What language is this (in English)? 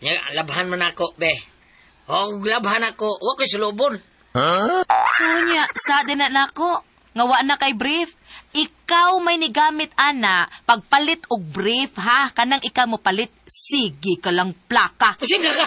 Cebuano